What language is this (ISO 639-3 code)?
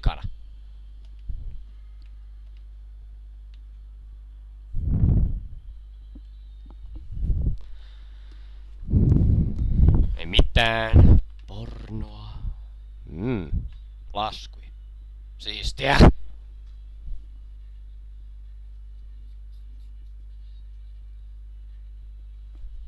fin